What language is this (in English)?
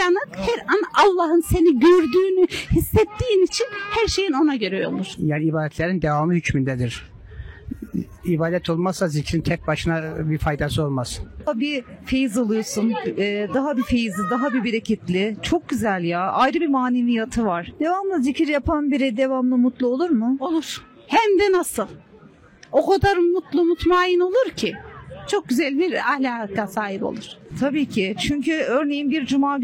Turkish